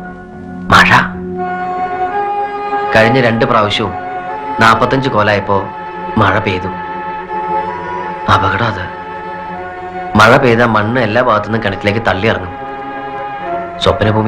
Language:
Malayalam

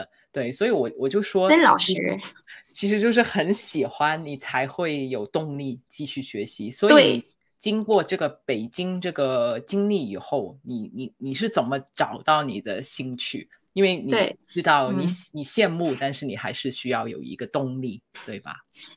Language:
Chinese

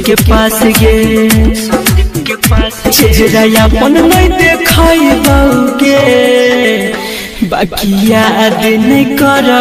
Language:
Bhojpuri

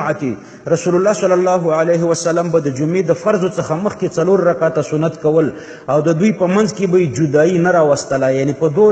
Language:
Pashto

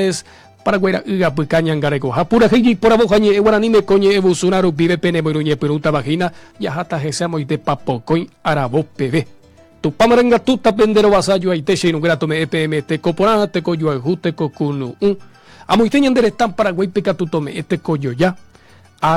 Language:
Guarani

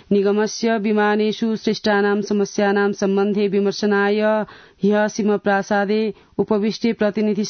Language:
Sanskrit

